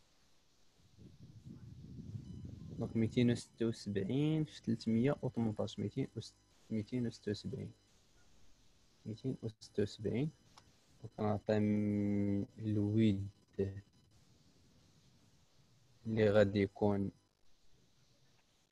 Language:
Moroccan Arabic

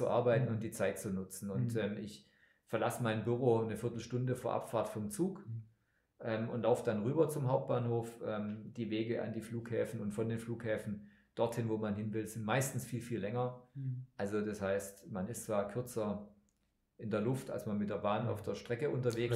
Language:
German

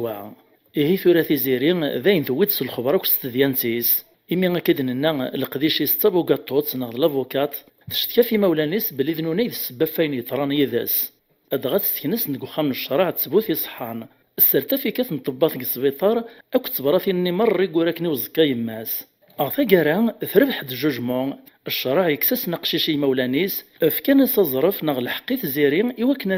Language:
Kabyle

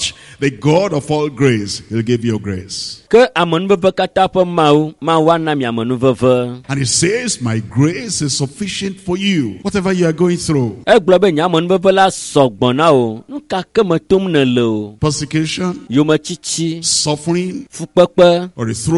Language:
Ewe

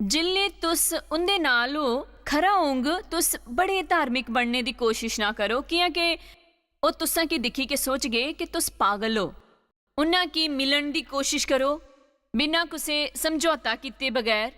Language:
Dogri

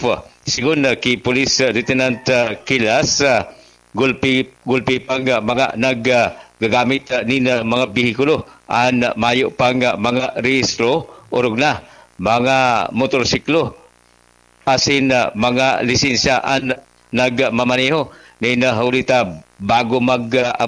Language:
Bikol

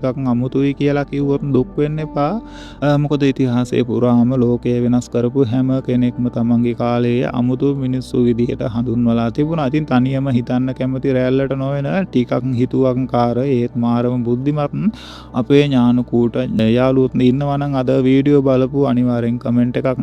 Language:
Sinhala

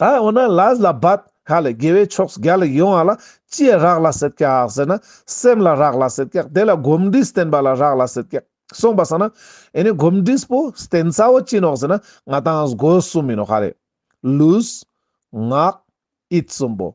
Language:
Ladakhi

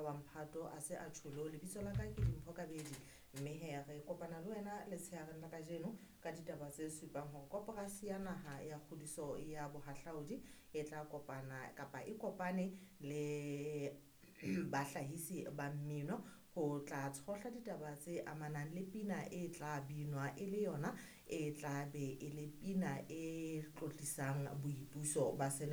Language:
Southern Sotho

